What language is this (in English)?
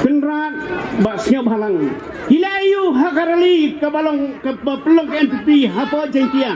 Khasi